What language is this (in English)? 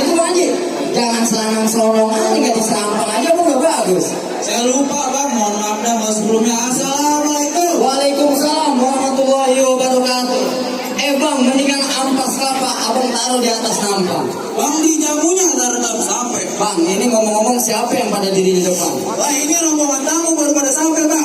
Betawi